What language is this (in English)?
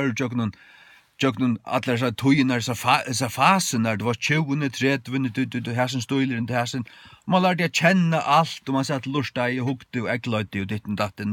Faroese